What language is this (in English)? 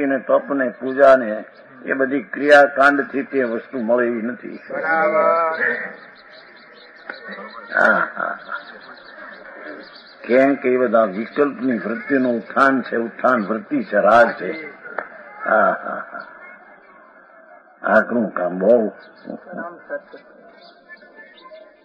Gujarati